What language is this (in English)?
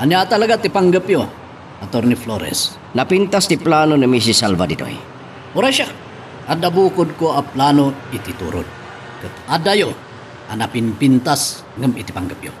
Iloko